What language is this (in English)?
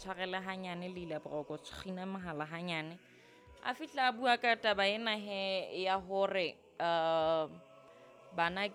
Southern Sotho